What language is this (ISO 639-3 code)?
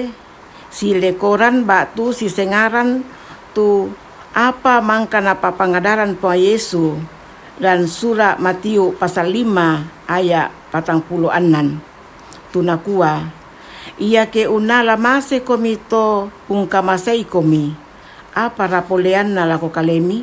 sda